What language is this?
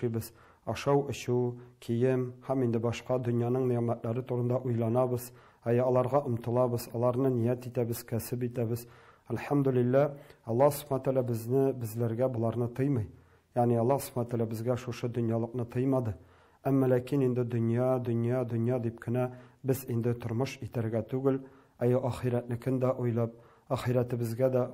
Tatar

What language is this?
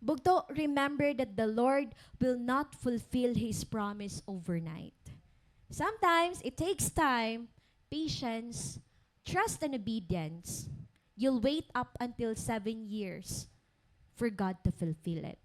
Waray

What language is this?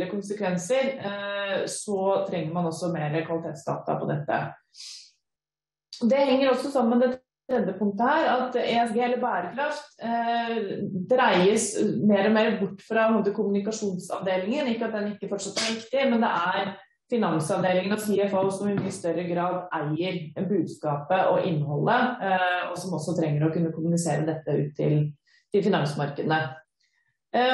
Norwegian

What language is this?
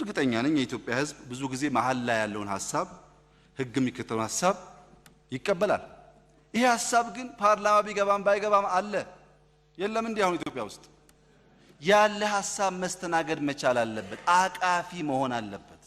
Amharic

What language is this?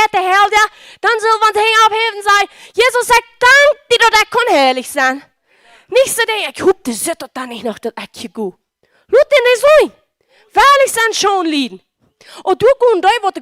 Plautdietsch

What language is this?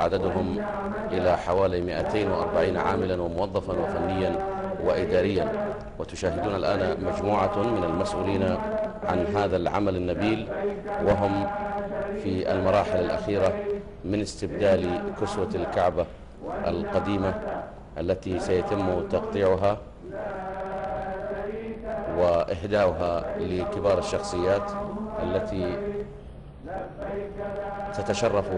Arabic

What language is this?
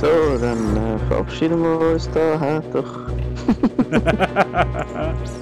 Swiss German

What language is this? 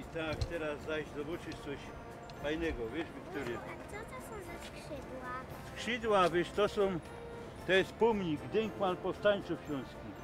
Silesian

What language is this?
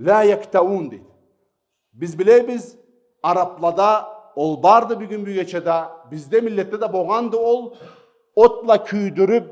Karachay-Balkar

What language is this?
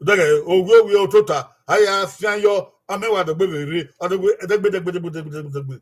Bini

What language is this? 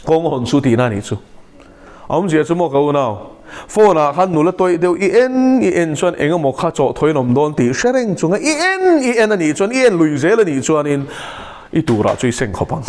Mizo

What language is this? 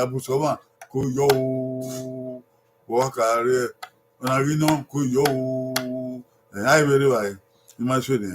Bini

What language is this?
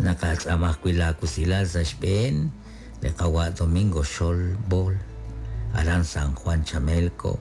Kekchí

